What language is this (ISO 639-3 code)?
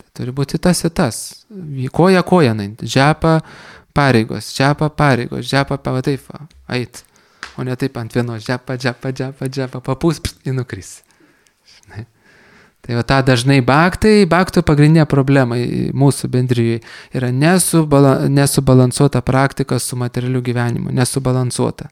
lit